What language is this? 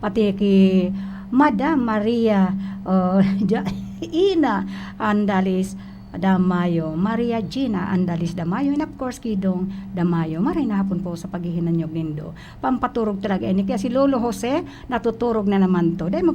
Bikol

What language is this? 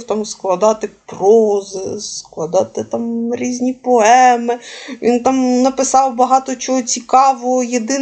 Ukrainian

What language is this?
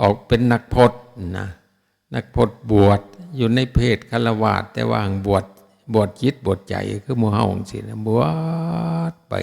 Northeastern Thai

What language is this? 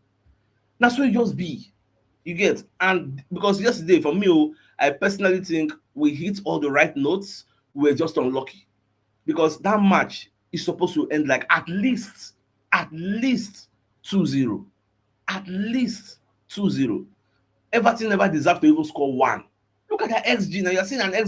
Nigerian Pidgin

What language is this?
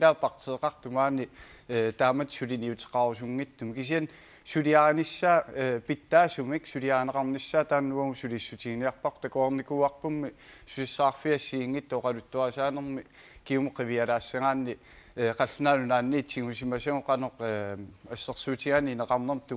Kalaallisut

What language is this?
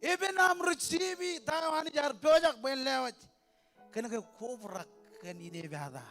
Marshallese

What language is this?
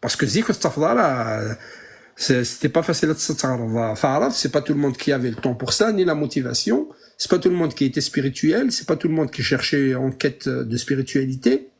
Kabyle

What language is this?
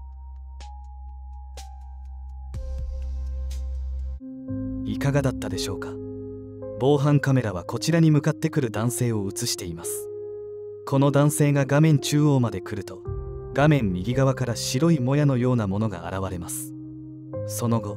Japanese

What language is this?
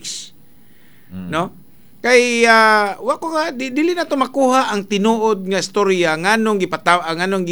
Cebuano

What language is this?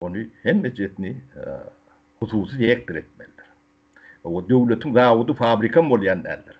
Turkmen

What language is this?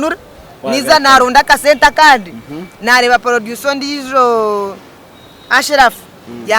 Nyankole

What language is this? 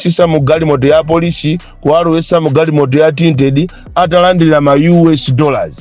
Nyanja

